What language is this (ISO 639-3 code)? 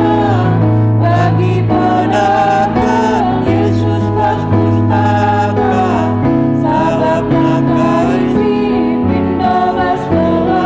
btx